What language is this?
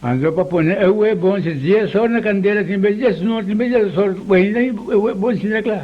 Papiamento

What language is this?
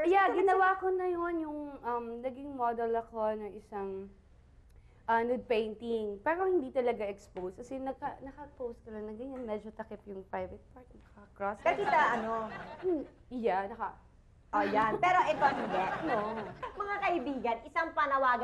Filipino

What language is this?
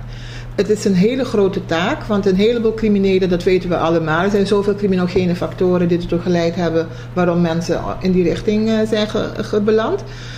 Dutch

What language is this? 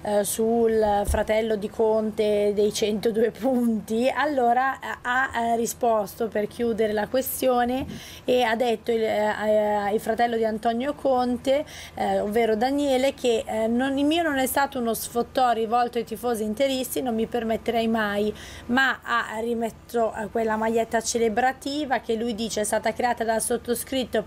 Italian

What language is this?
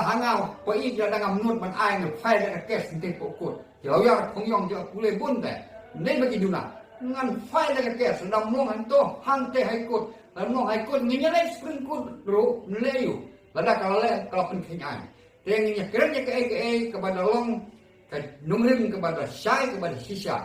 Khasi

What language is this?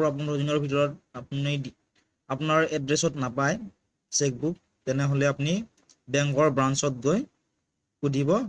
Assamese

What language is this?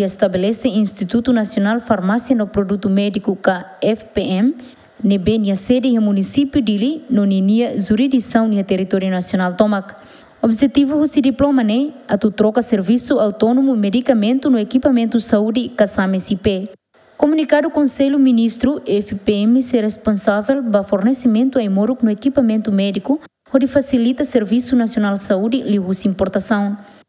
Tetum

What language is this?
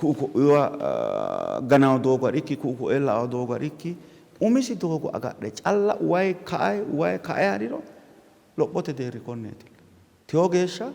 Sidamo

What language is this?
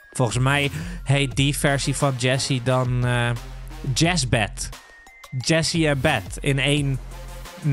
Dutch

